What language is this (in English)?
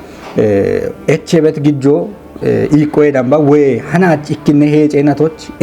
Kafa